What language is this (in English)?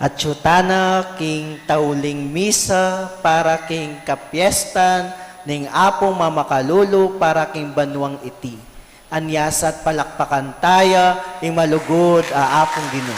Pampanga